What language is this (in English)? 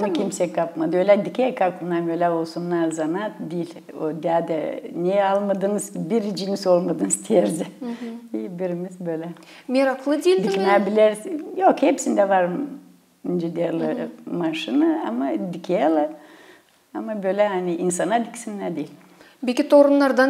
Gagauz